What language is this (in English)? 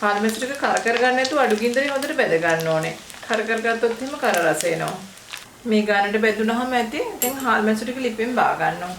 Sinhala